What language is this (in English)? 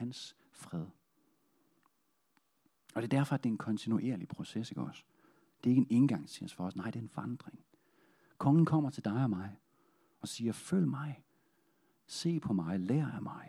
Danish